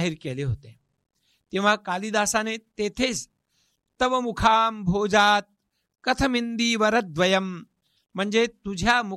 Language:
Marathi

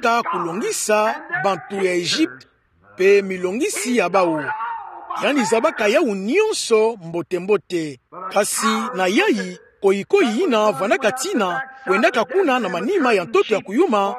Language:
Kituba (Democratic Republic of Congo)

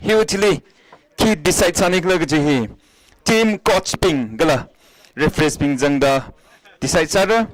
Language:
Tangkhul Naga (India)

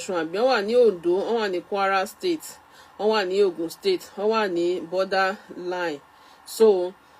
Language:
Yoruba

